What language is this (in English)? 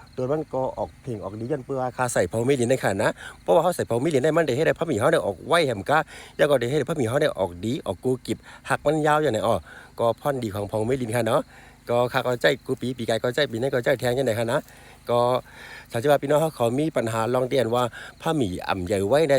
Shan